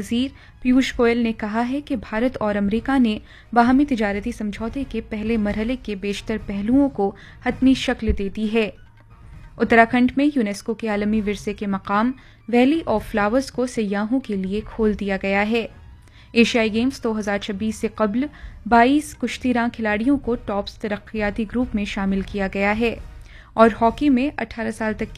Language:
Urdu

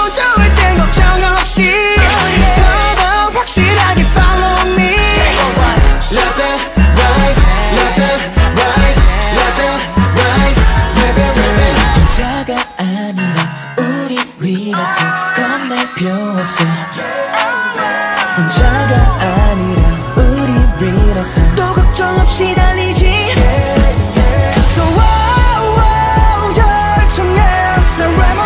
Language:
Korean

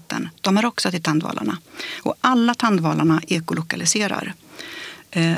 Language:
Swedish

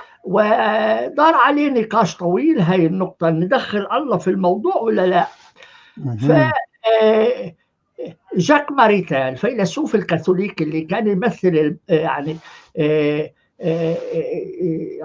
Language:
North Levantine Arabic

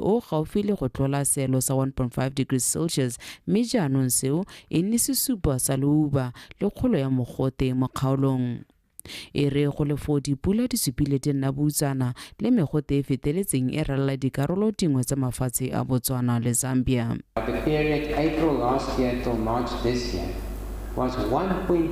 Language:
Tswana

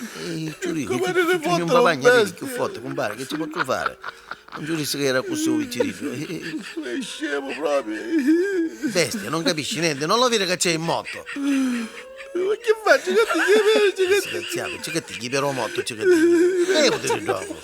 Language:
Neapolitan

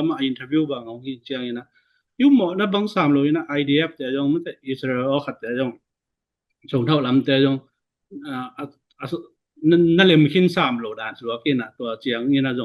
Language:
Tedim Chin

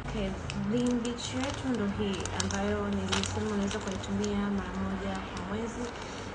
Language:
Swahili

